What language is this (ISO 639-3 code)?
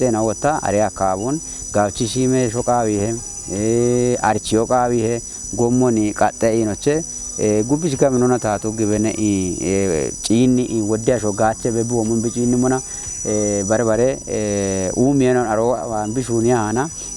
kbr